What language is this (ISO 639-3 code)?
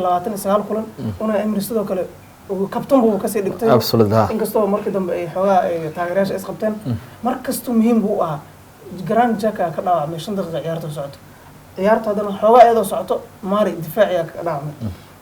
som